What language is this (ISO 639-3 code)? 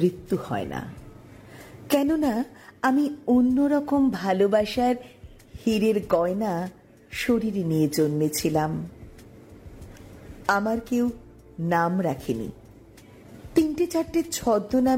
ben